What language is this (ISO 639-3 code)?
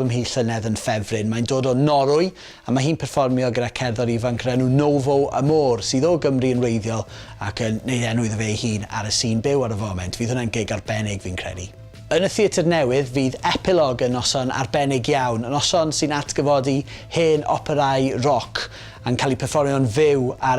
cym